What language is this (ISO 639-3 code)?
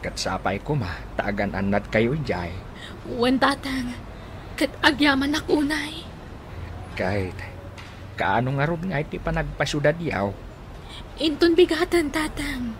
ilo